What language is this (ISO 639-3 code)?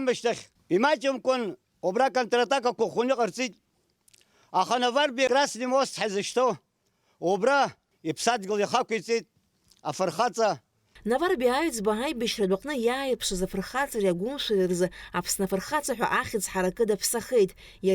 abk